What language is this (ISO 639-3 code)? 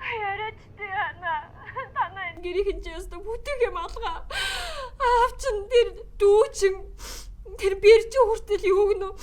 mon